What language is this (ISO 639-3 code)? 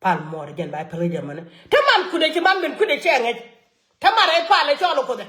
nus